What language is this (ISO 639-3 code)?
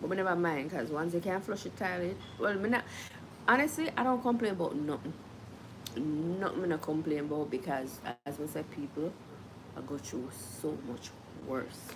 jam